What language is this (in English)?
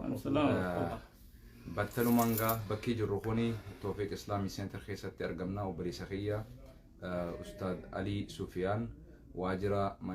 Oromo